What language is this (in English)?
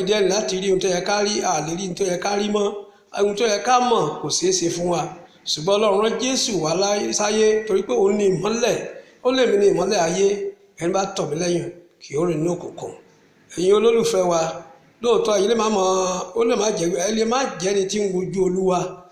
Yoruba